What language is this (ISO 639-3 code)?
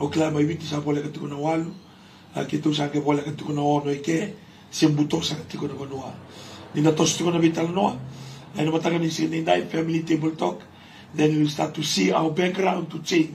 fij